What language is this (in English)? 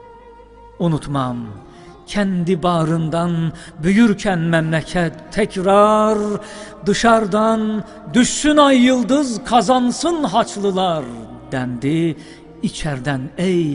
Turkish